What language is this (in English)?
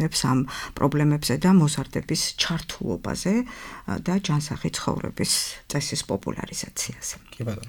Georgian